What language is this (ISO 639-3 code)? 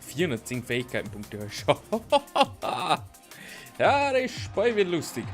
bar